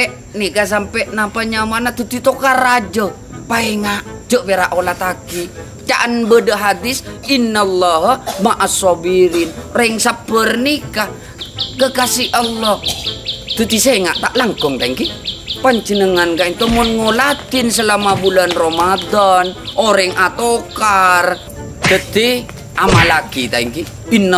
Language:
Madurese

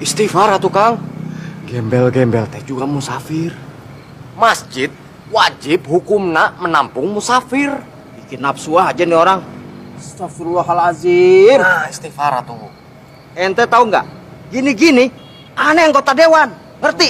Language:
Indonesian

